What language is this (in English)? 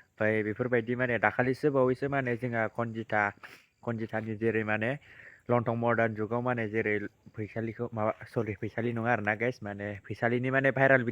Bodo